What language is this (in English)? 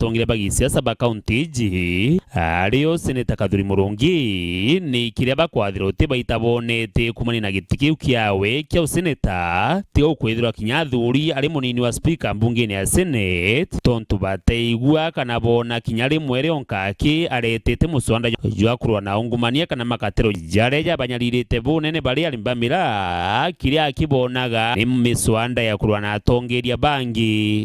Meru